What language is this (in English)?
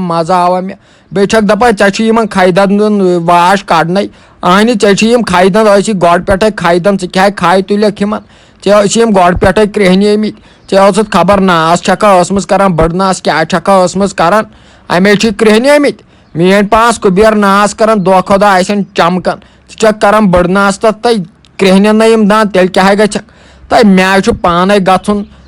Kashmiri